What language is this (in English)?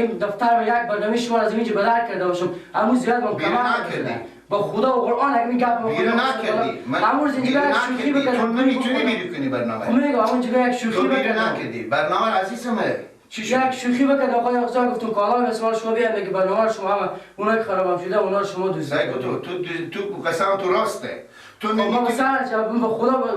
Persian